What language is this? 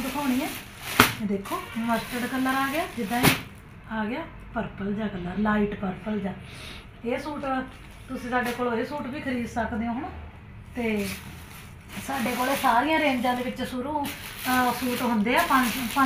Punjabi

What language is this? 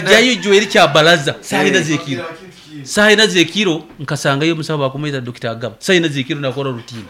Nyoro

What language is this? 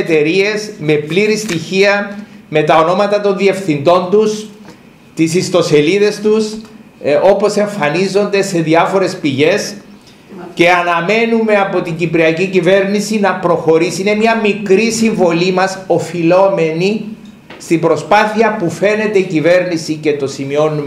Greek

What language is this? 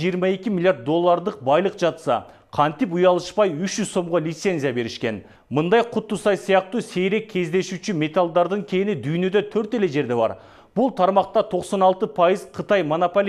Kyrgyz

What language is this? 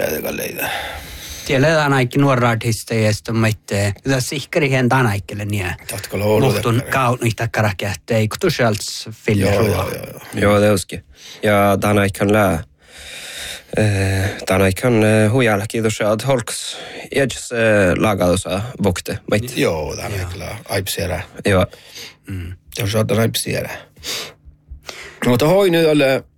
Northern Sami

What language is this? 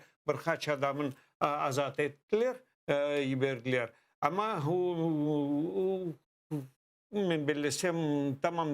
Crimean Tatar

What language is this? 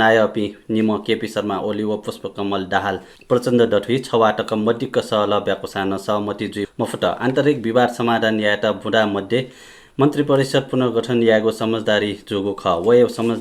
Newari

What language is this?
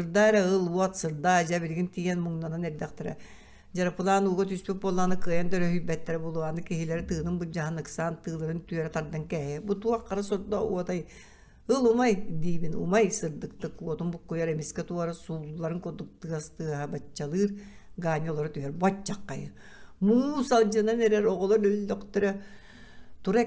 Yakut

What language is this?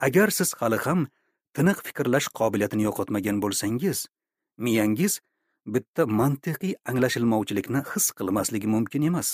Uzbek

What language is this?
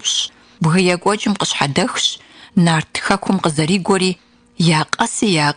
Kabardian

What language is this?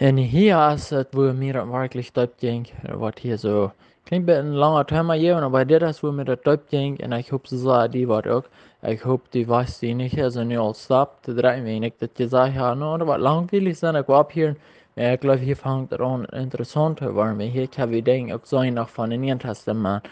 Plautdietsch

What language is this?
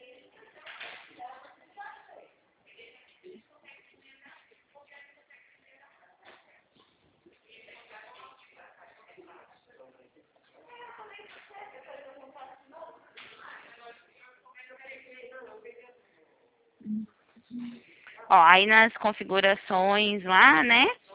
Portuguese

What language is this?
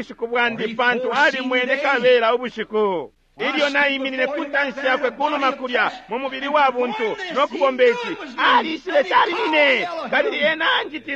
Bemba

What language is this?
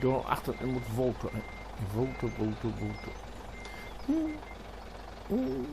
Low German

